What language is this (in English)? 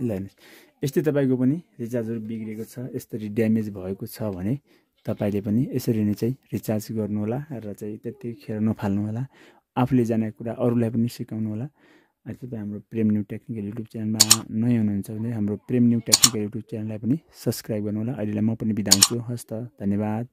Nepali